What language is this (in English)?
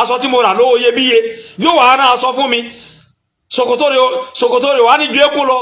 Yoruba